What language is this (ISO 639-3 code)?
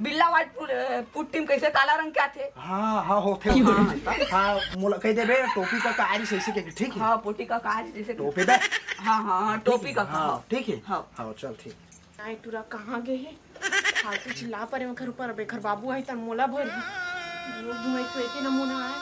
hne